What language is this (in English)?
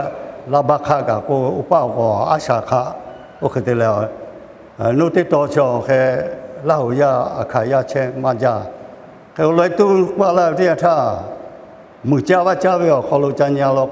Lahu